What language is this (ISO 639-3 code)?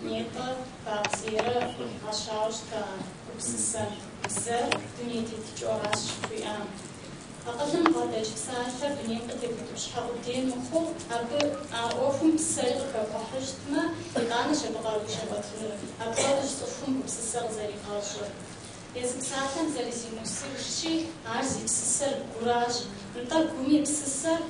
kbd